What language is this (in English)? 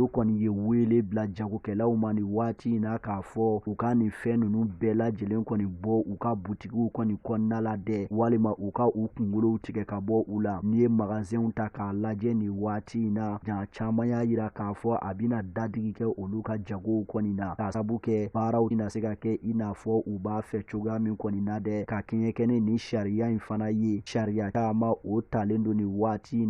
Bambara